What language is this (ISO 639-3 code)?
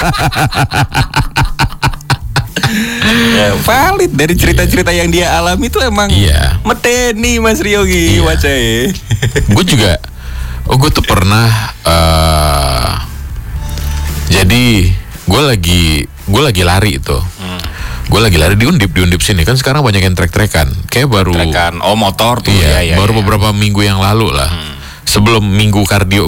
ind